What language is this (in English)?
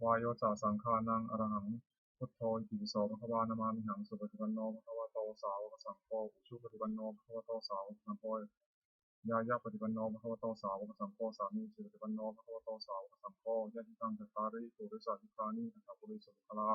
Pali